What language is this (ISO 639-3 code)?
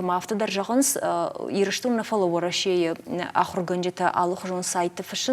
oss